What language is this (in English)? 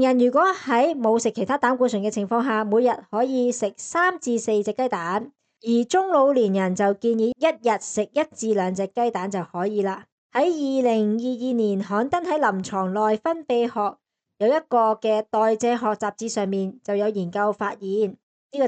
Cantonese